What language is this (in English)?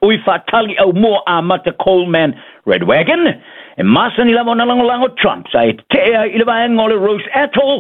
Samoan